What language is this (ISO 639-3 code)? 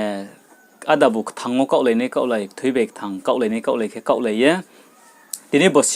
ria